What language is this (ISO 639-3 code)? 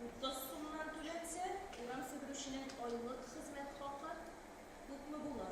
tat